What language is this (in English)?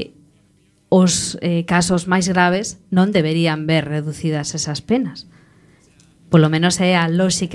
Galician